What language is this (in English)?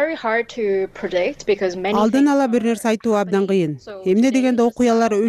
Kyrgyz